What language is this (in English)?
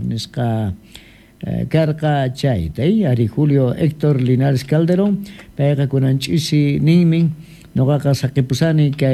South Bolivian Quechua